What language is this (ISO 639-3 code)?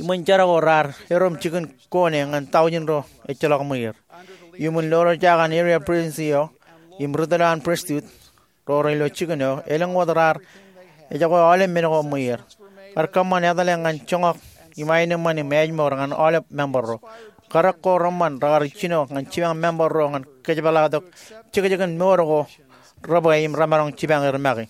mah